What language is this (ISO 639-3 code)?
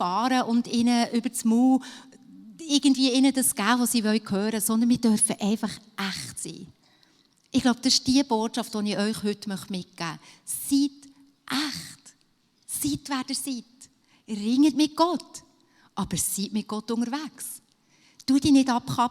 gsw